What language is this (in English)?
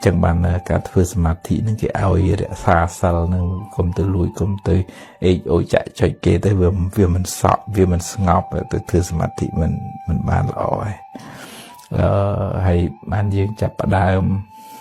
Khmer